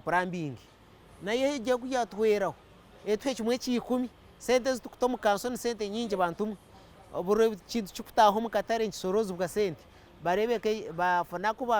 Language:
Nyankole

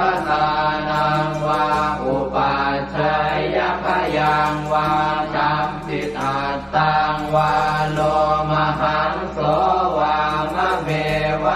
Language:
Pali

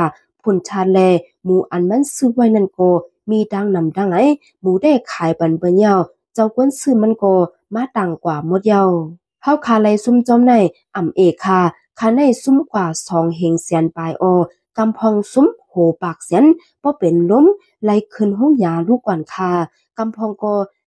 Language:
Shan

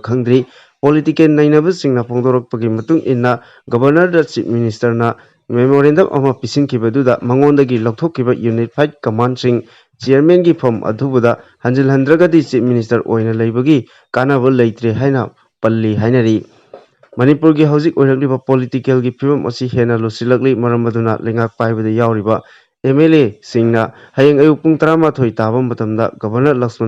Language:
Manipuri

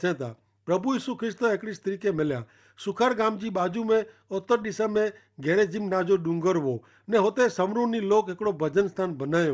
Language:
Kachhi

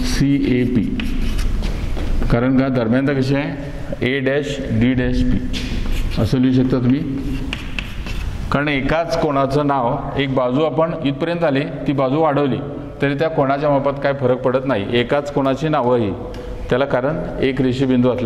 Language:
Marathi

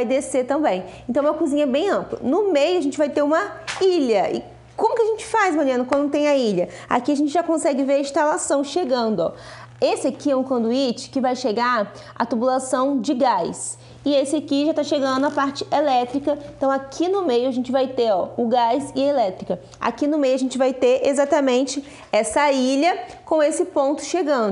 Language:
Portuguese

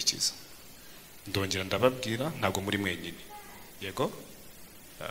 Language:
Kinyarwanda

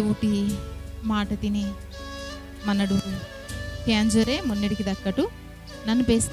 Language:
Koya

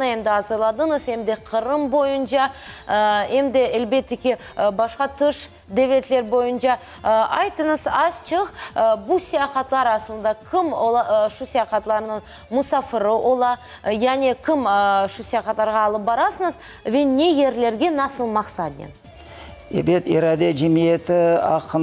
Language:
Crimean Tatar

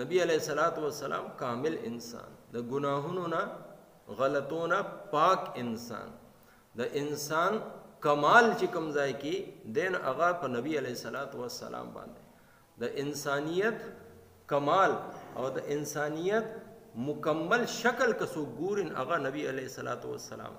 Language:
Pashto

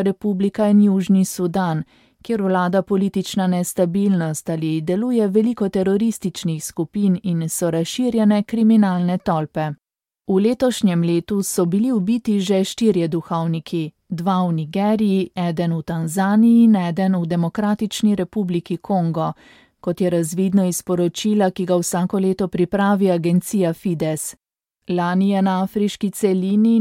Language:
Slovenian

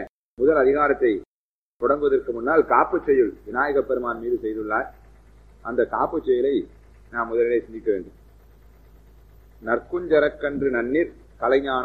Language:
Tamil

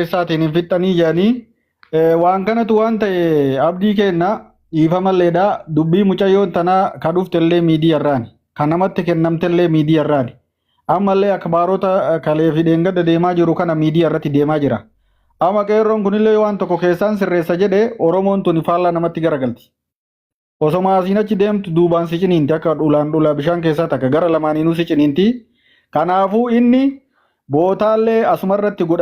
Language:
Oromo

